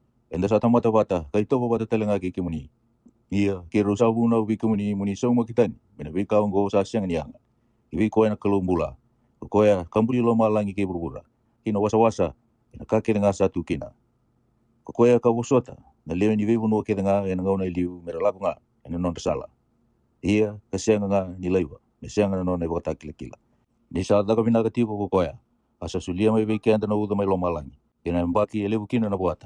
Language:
Fijian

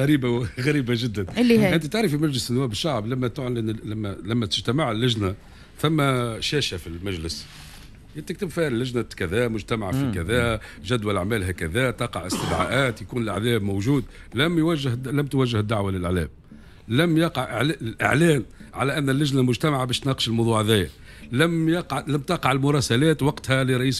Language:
Tunisian Arabic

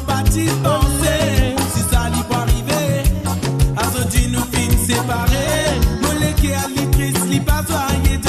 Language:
Morisyen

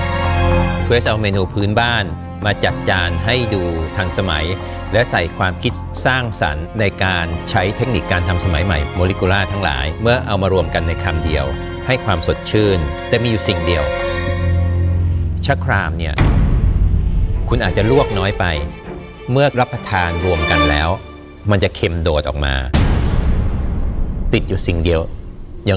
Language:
Thai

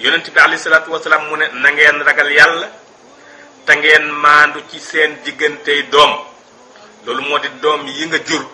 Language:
Wolof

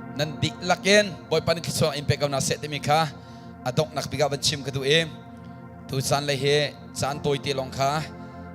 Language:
Hakha Chin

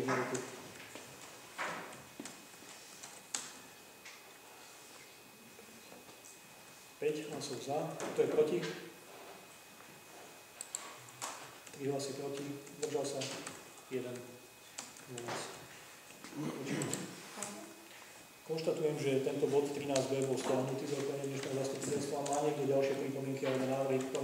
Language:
Slovak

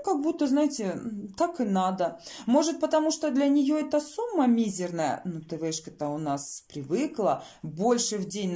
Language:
Russian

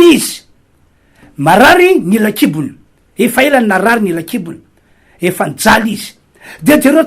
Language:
Malagasy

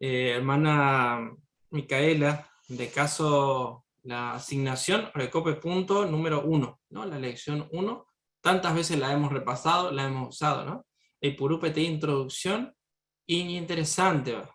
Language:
Guarani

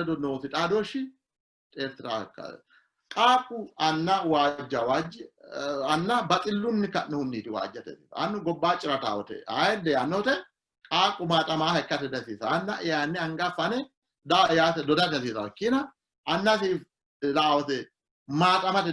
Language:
Sidamo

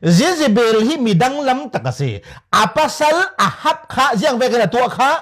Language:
Falam Chin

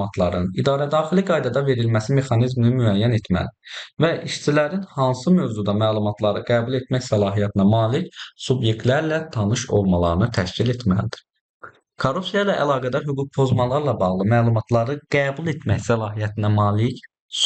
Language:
Azerbaijani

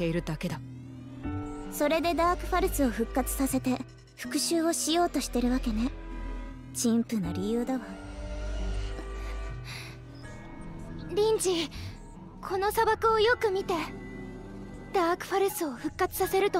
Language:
Japanese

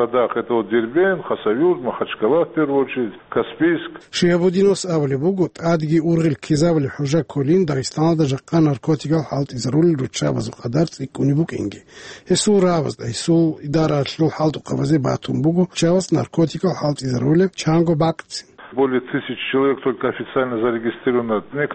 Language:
Avaric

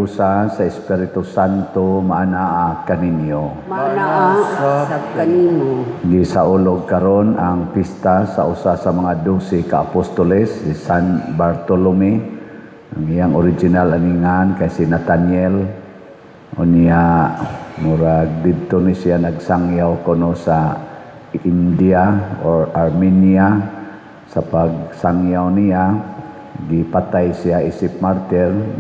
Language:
Cebuano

